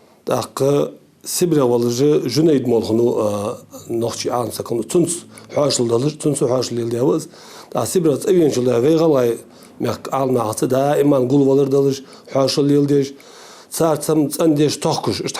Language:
Ingush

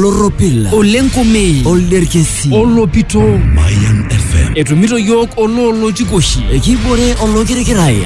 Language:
Masai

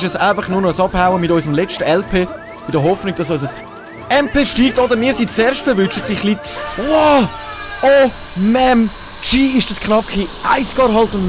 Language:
Swiss German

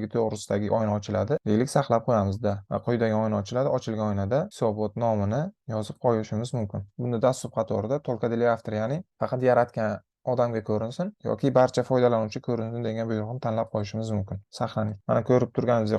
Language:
Uzbek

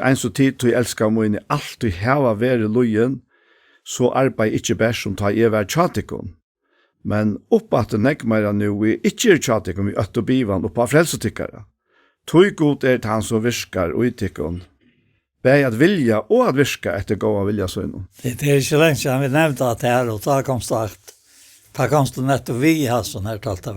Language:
Faroese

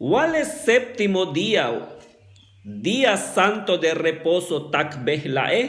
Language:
Yucateco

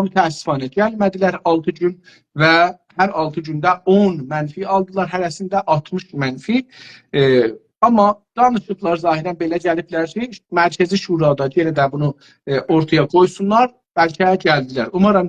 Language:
South Azerbaijani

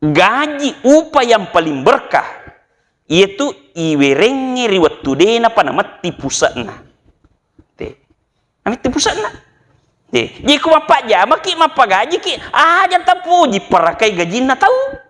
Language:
Buginese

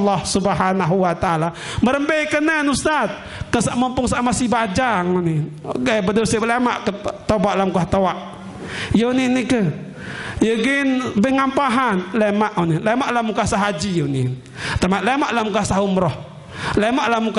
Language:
Sasak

